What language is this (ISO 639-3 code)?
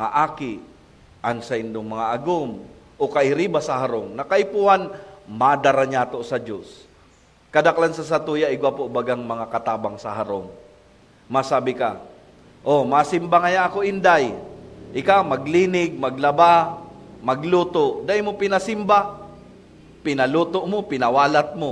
bik